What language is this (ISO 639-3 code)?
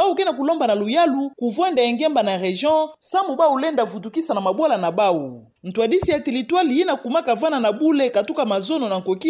ktu